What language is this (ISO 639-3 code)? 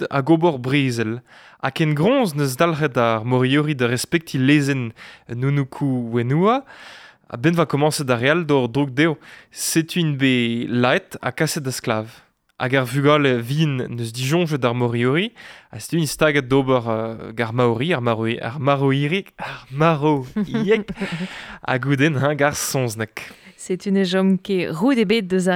bre